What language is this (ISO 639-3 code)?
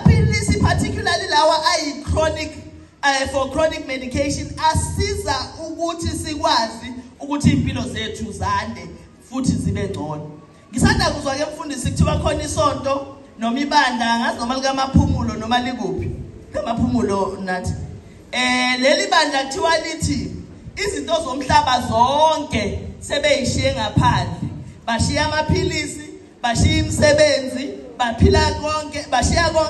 zul